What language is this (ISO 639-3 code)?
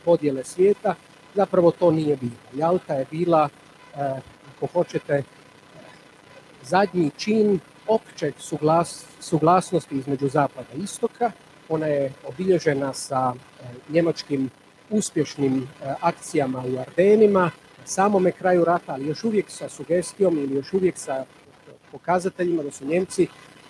hrv